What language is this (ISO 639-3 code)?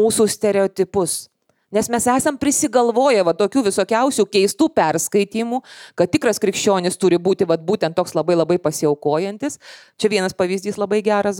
lit